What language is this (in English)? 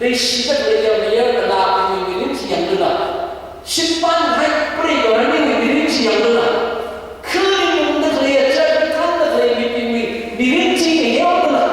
Tangkhul Naga (India)